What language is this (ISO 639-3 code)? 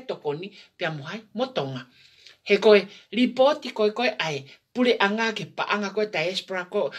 ton